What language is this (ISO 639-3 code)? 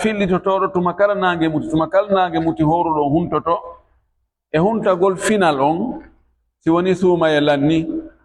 ful